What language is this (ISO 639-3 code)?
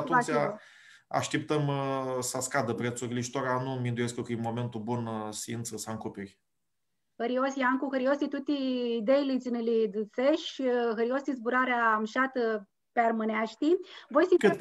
rup